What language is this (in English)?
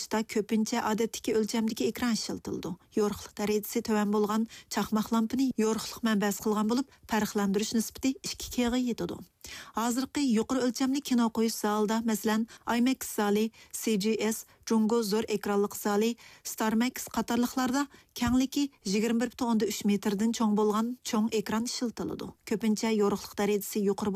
Uyghur